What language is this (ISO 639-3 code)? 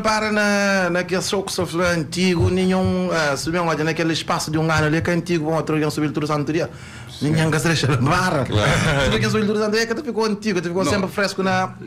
kea